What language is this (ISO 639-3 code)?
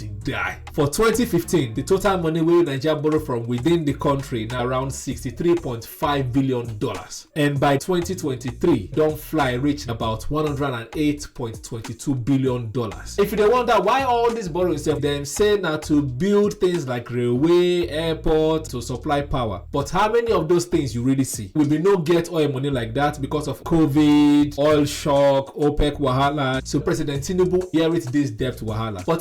pcm